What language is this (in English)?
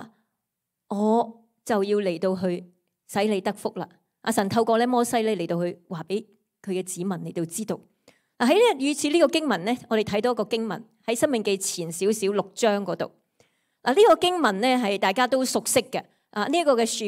Cantonese